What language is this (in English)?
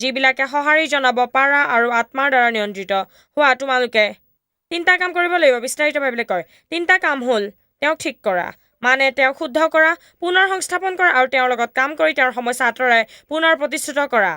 Assamese